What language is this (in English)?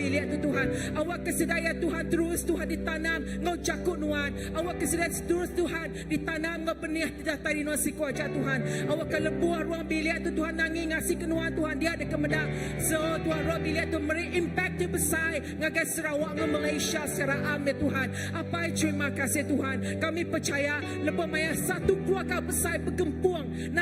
Iban